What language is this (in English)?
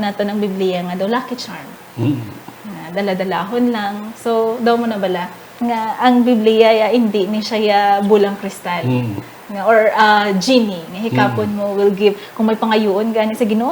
Hiligaynon